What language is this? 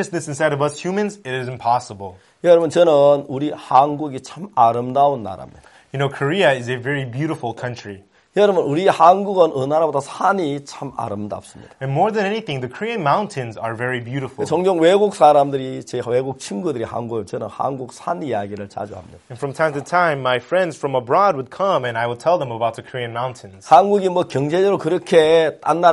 Korean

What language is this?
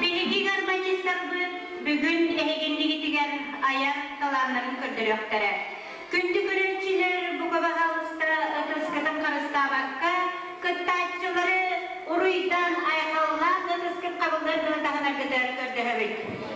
Yakut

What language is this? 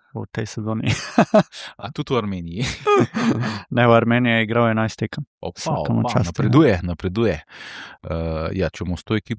Slovenian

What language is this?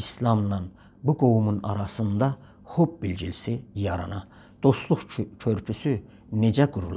South Azerbaijani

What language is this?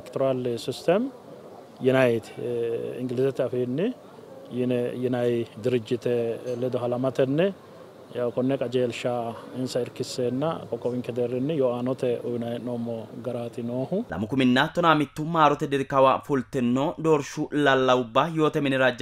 Sidamo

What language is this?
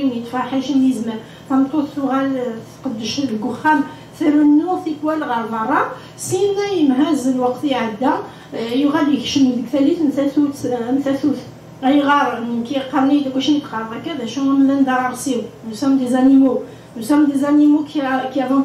Kabyle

